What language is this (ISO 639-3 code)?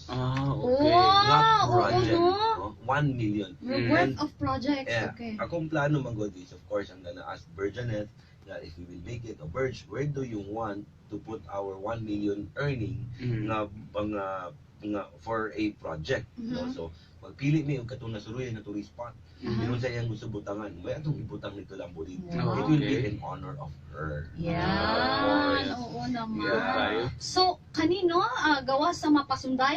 ceb